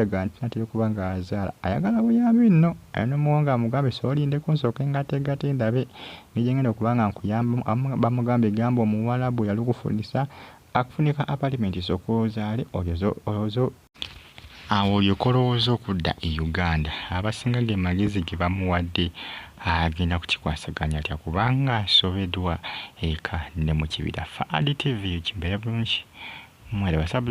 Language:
Ganda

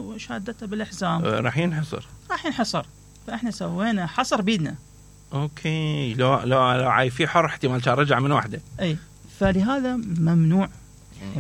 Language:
Mesopotamian Arabic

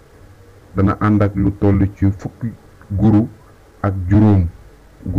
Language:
Wolof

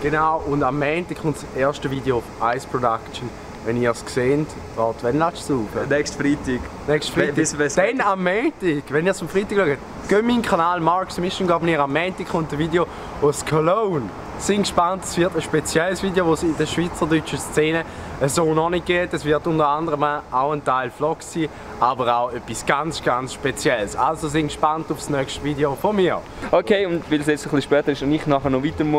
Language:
Swiss German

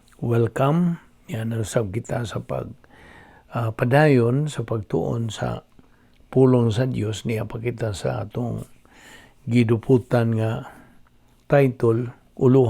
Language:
Cebuano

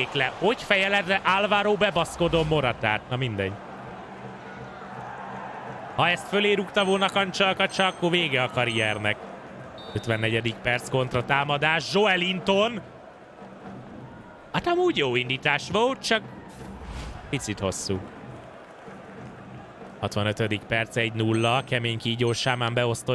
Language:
Hungarian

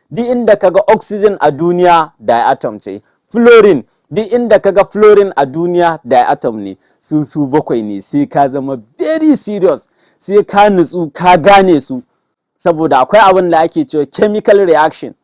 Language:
Hausa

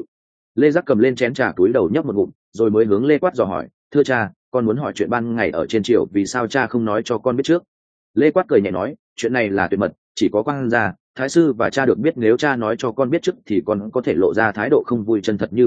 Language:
Vietnamese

